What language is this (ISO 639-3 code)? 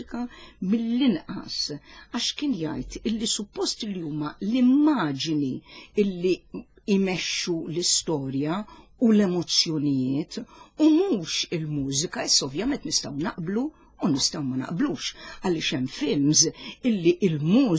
mlt